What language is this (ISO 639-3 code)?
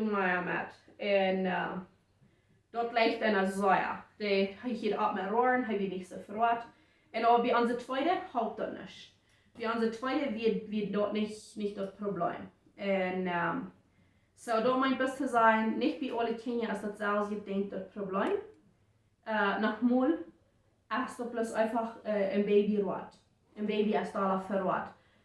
pdt